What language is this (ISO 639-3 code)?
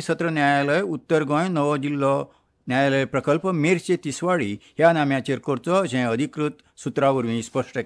kok